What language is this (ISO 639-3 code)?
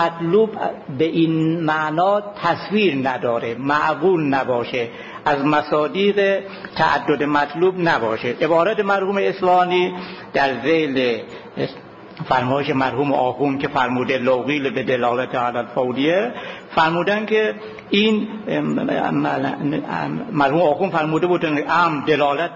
fas